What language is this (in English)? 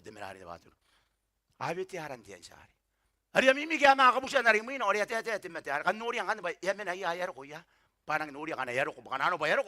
Gilbertese